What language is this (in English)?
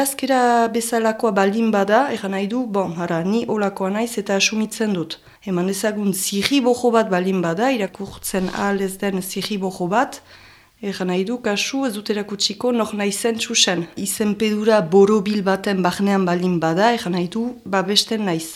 Basque